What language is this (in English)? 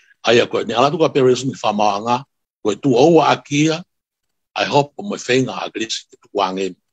Tongan